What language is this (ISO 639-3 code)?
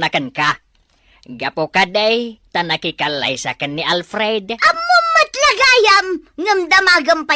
ilo